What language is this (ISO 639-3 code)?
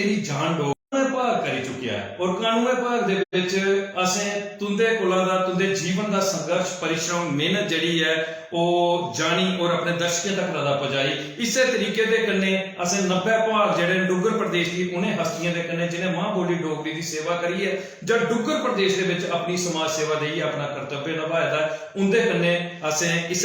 doi